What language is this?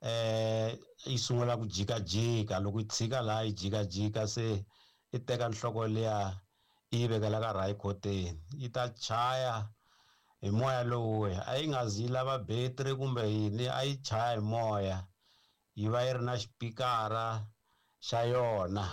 Tsonga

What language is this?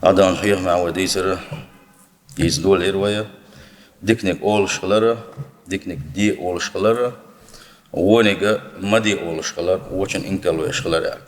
Chechen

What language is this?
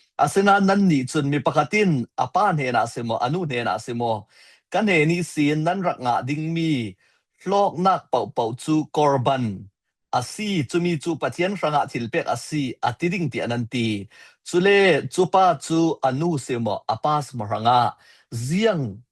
Falam Chin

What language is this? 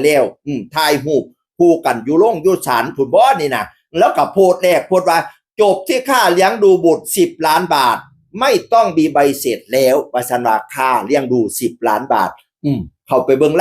Northeastern Thai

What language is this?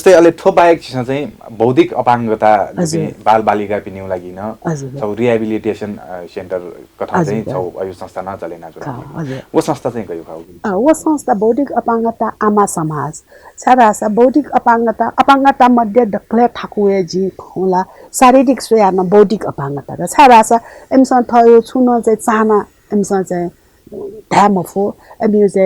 Newari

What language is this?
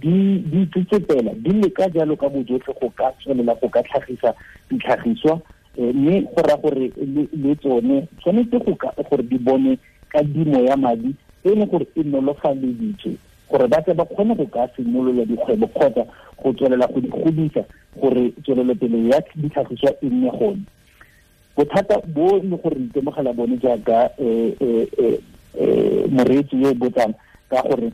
Tswana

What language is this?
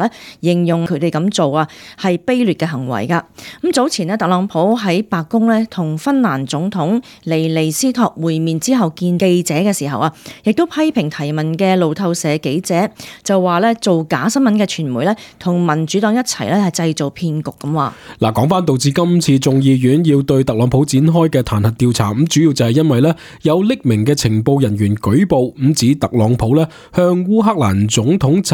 Cantonese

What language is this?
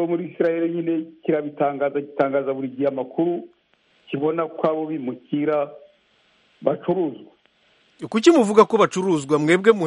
Kinyarwanda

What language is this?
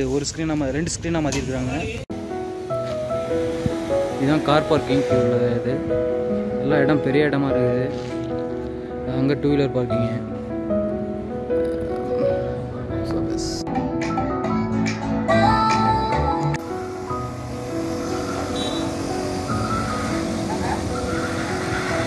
Tamil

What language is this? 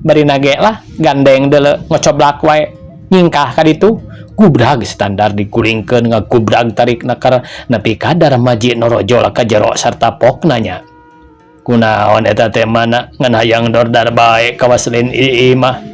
Sundanese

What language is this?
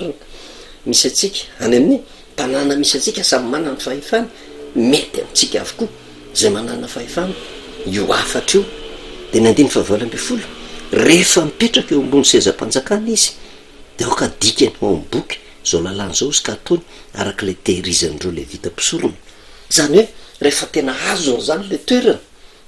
Malagasy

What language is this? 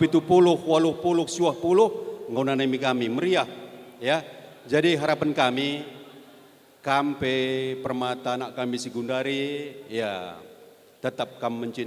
Batak Karo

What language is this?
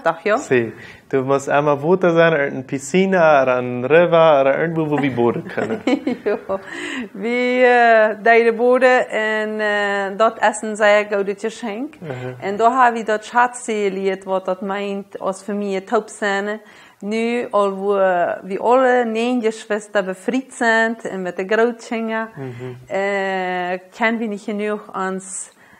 Plautdietsch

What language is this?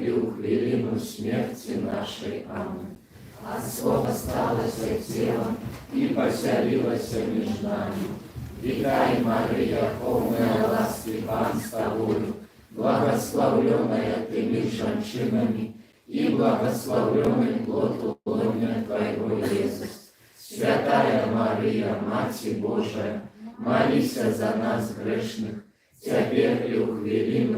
Belarusian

